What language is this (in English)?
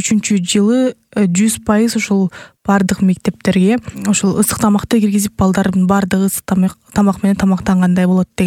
Kyrgyz